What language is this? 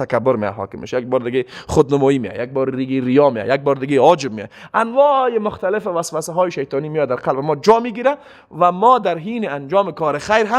Persian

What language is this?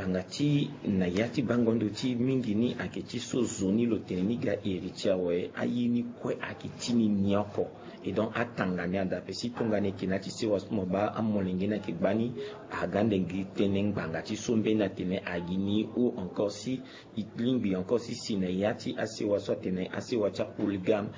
Sango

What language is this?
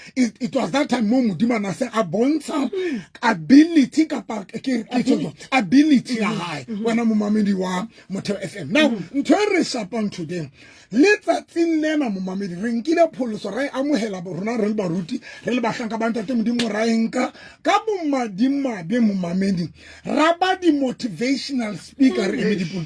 Southern Sotho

